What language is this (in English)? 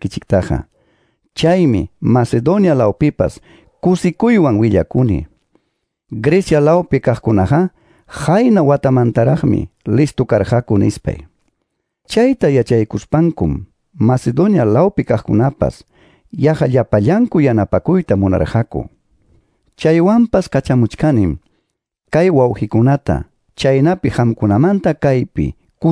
Quechua